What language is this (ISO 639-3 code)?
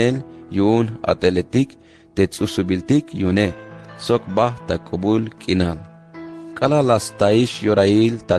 tzh